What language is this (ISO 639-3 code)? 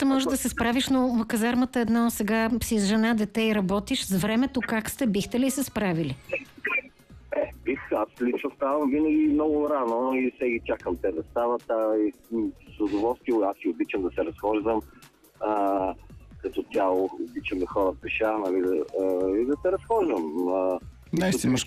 bul